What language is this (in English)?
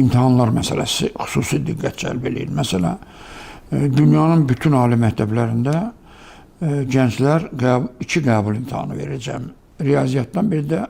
Azerbaijani